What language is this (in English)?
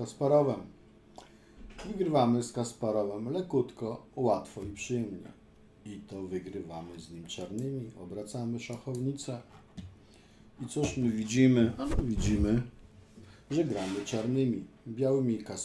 Polish